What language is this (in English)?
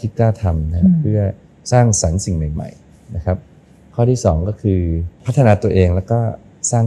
Thai